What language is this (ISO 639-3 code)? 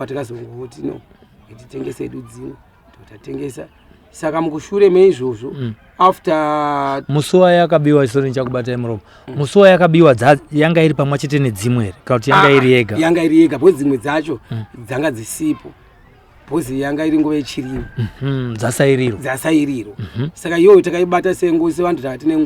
sna